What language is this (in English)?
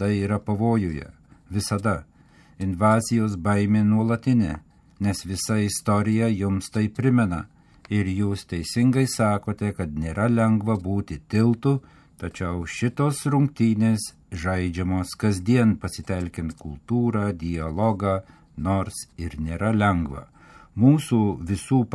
Lithuanian